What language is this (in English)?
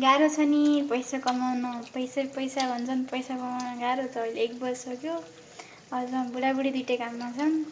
Nepali